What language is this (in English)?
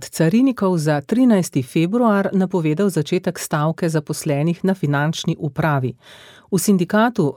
Slovenian